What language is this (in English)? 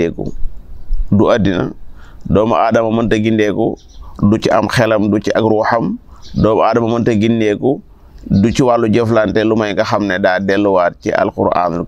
Wolof